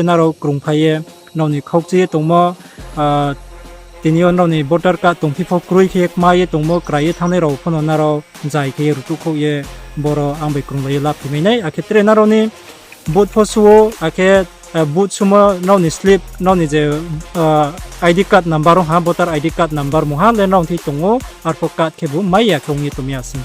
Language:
Riang (India)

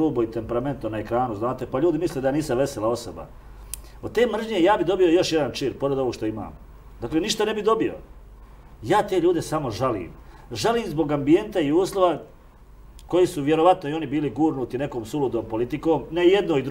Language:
Serbian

